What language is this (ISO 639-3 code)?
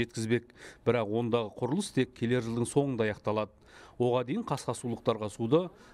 kaz